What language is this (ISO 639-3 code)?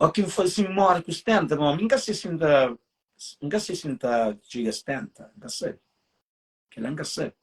kea